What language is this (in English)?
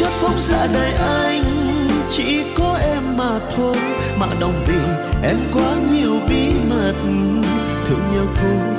Vietnamese